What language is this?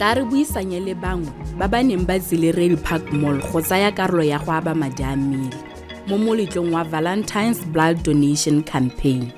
Tswana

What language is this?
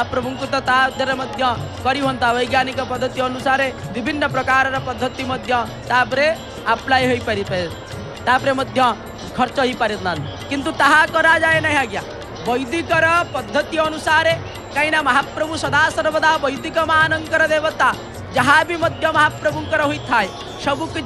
Odia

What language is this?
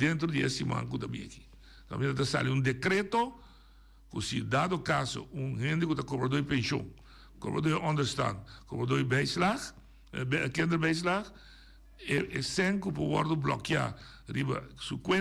Papiamento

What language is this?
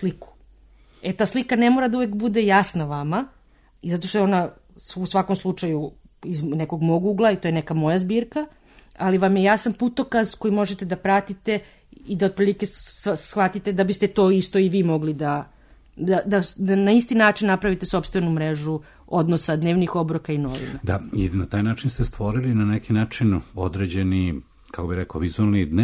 Serbian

